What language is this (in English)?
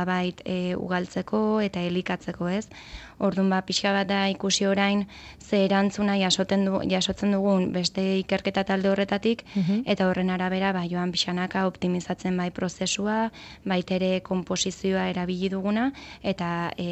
Basque